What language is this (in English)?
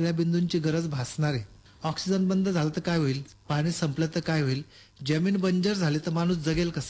Marathi